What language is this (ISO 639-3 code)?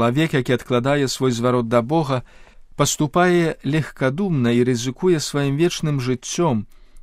bel